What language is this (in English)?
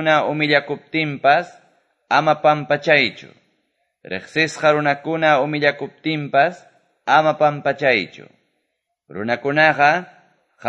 Quechua